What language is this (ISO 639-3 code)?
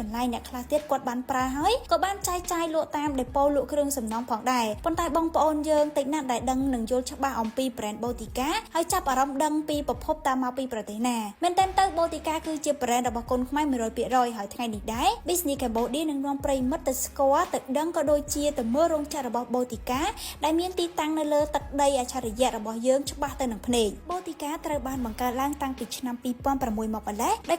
khm